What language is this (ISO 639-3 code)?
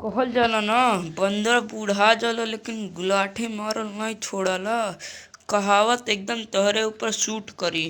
bho